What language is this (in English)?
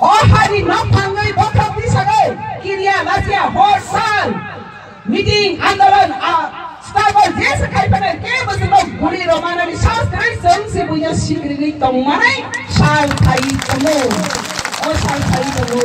Kok Borok